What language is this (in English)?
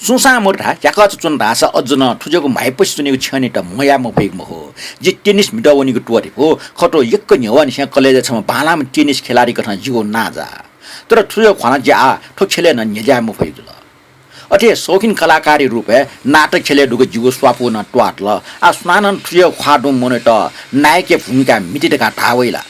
Newari